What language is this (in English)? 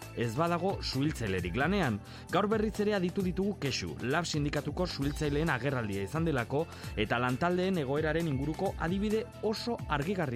Basque